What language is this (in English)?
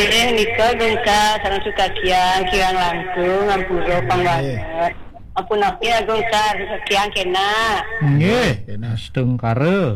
Balinese